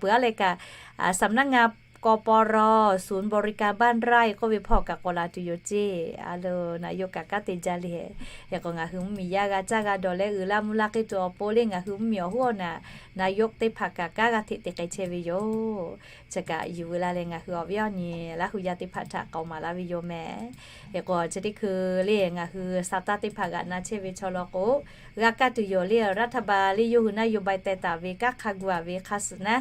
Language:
Lahu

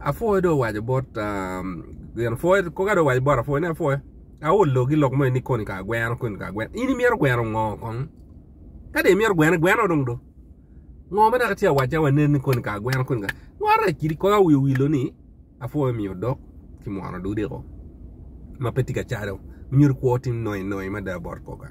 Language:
Acoli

